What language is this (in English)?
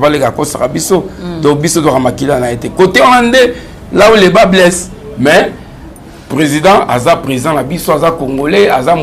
Lingala